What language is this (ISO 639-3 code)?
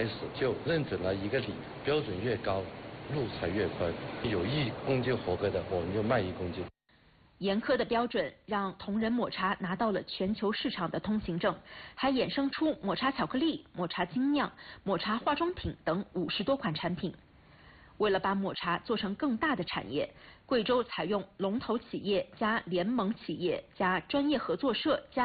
zho